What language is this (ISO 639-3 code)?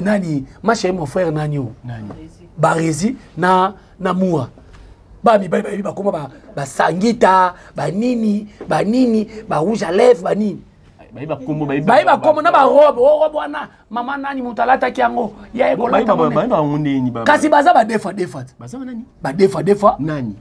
lin